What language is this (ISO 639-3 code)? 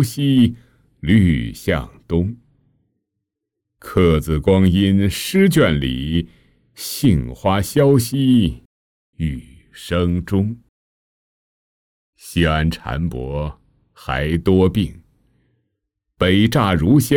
zho